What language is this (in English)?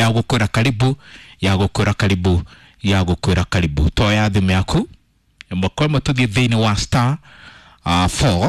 Kikuyu